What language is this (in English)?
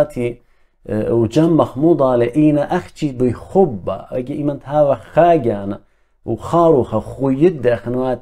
Assyrian Neo-Aramaic